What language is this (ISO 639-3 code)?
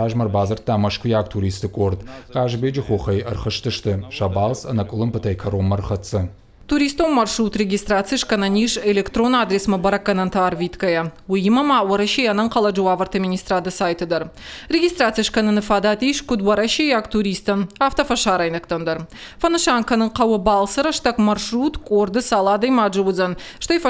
oss